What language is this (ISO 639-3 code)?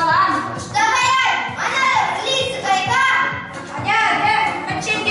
chv